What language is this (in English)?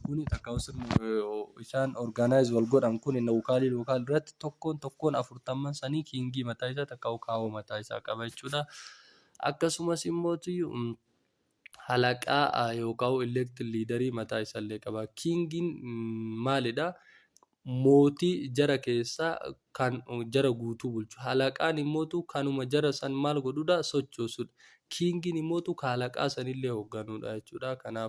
Oromo